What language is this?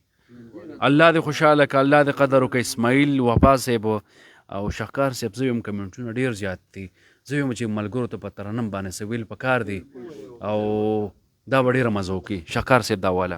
Pashto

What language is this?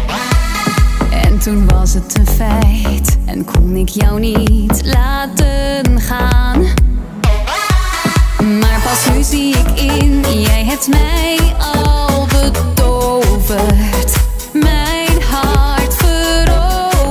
Dutch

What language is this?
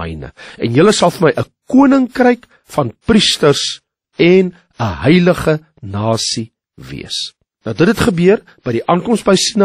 Afrikaans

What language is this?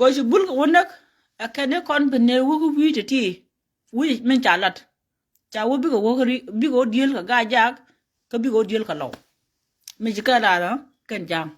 Nuer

